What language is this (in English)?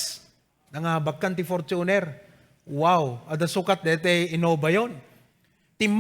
Iloko